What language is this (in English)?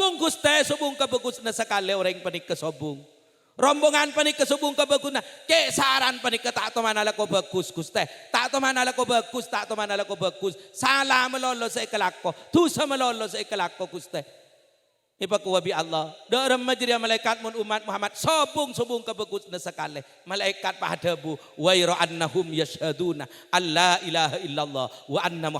Madurese